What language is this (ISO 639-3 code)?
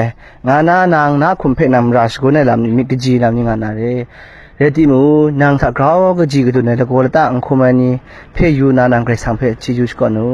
kac